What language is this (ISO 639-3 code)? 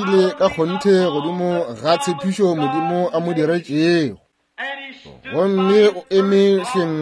nso